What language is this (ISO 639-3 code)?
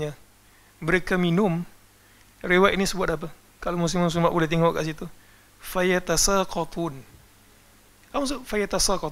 msa